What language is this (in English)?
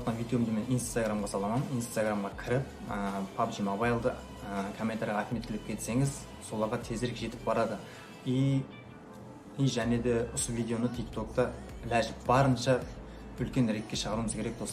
Kara-Kalpak